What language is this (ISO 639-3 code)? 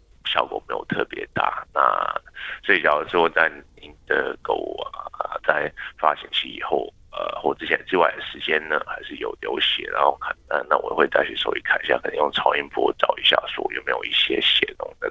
zho